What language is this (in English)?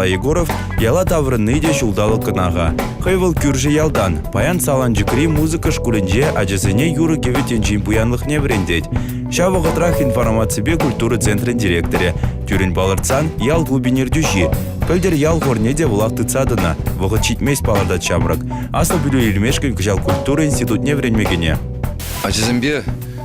Chuvash